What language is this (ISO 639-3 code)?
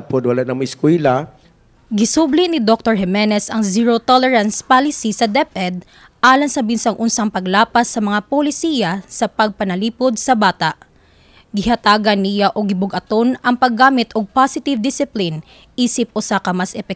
ceb